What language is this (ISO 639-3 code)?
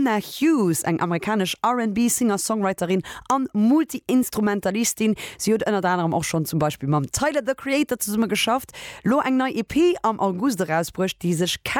ltz